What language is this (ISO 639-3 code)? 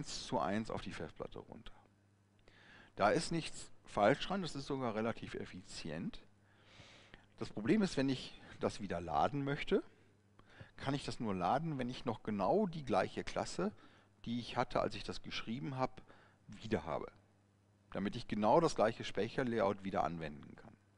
deu